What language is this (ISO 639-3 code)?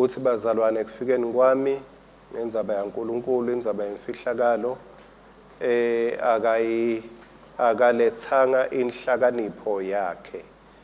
ssw